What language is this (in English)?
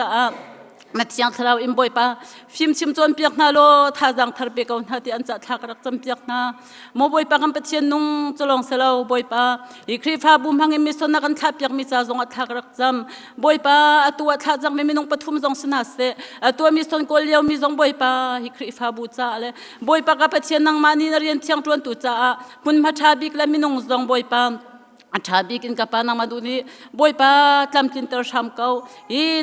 Hakha Chin